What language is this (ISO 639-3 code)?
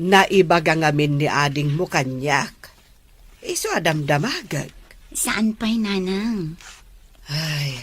ilo